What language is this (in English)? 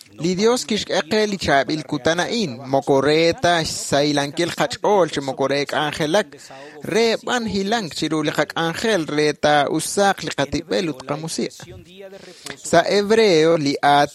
Kekchí